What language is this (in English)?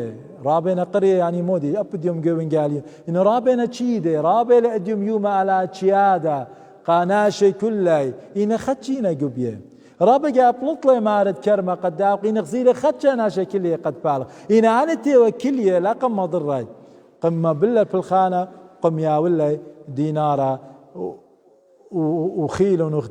Assyrian Neo-Aramaic